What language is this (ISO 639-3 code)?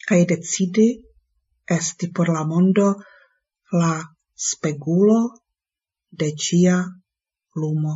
epo